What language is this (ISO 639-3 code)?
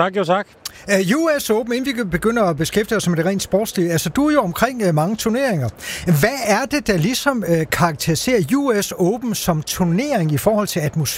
dan